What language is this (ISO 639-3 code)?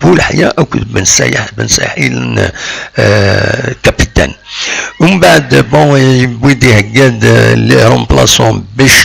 kab